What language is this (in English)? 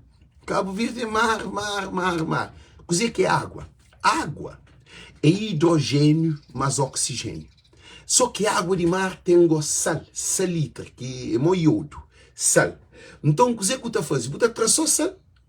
Kabuverdianu